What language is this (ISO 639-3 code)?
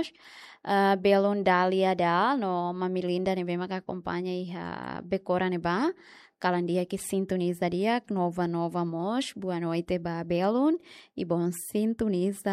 tet